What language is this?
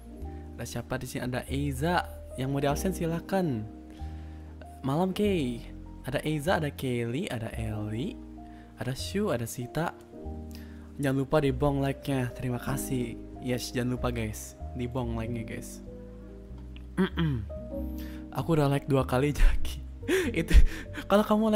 Indonesian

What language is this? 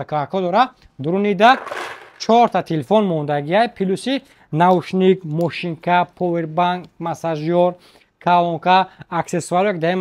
Tajik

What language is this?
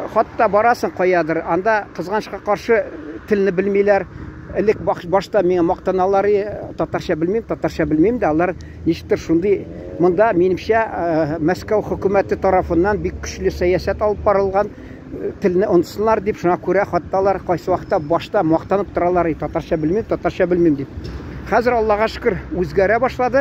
Tatar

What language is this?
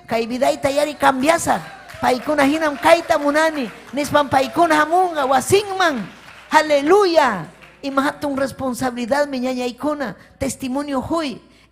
Ayacucho Quechua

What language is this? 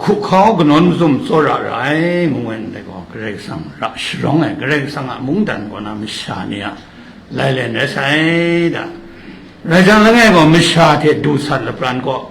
Kachin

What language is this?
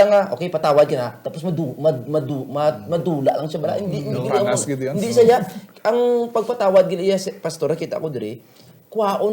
Hiligaynon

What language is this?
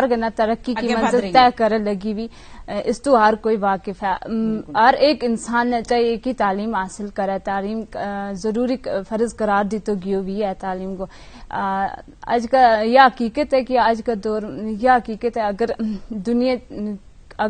Gujari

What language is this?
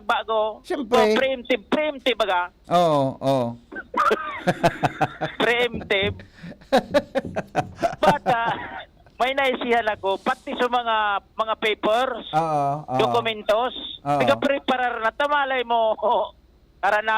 Bikol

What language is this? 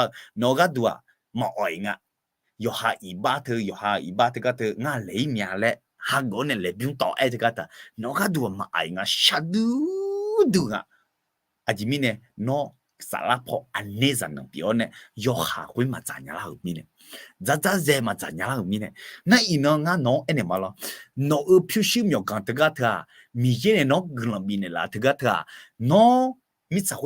Akha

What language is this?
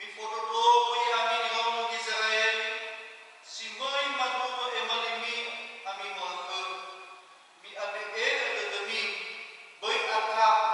Nias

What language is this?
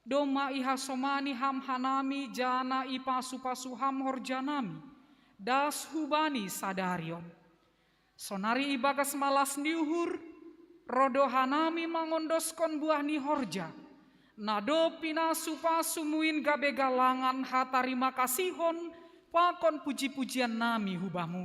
Batak Simalungun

